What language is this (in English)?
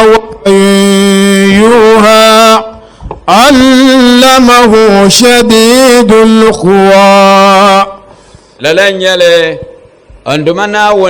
Dagbani